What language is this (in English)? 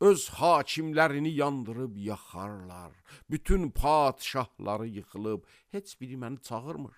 Azerbaijani